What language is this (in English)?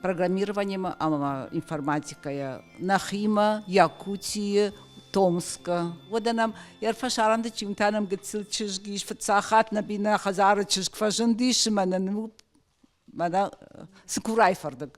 Ossetic